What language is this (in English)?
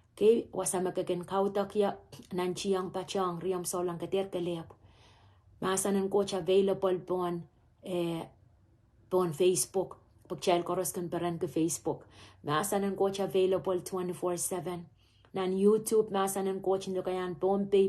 Pohnpeian